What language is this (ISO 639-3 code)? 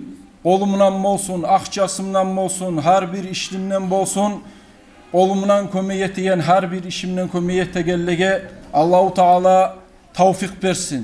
kum